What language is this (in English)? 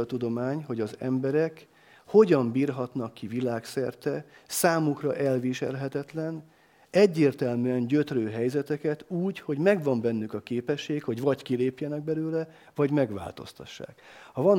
Hungarian